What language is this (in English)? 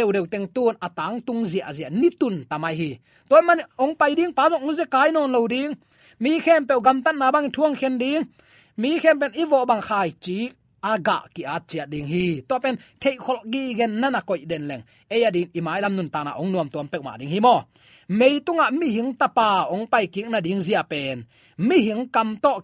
Tedim Chin